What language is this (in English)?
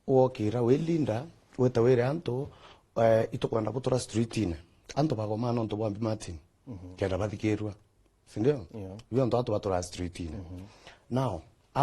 Meru